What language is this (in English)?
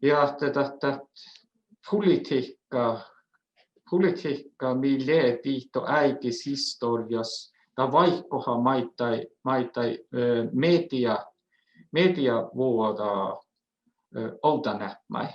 Northern Sami